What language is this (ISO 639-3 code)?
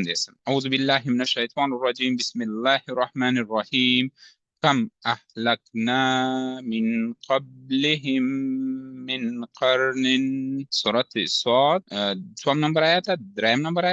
pus